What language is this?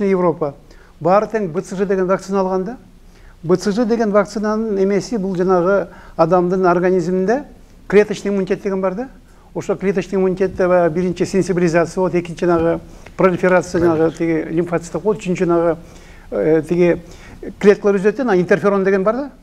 Kyrgyz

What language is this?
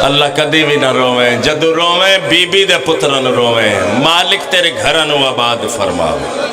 Pahari-Potwari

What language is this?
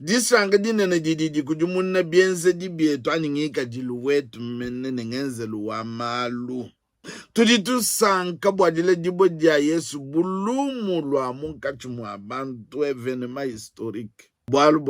Luba-Lulua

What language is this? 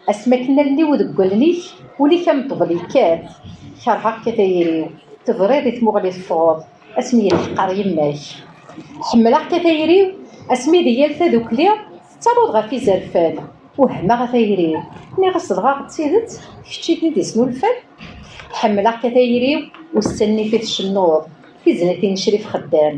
Kabyle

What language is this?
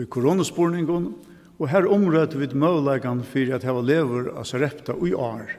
Faroese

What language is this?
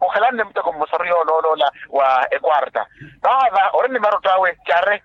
Makhuwa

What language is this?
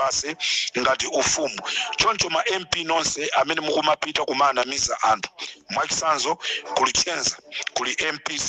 Nyanja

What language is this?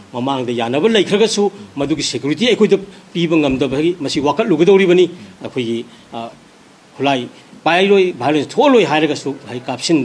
Manipuri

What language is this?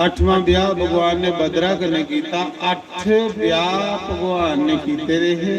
Dogri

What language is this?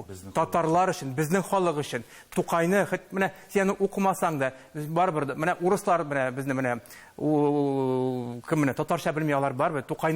Tatar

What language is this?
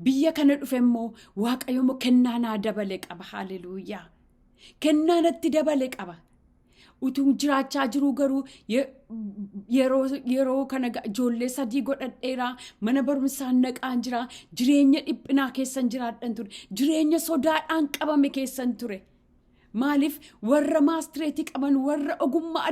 Oromo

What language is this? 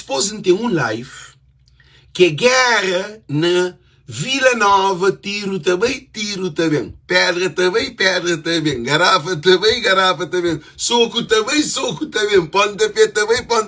Kabuverdianu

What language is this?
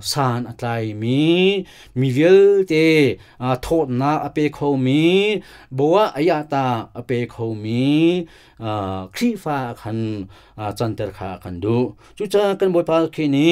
Hakha Chin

